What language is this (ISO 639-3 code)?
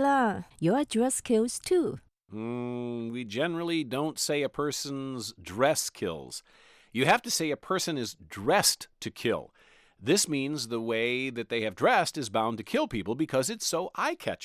yue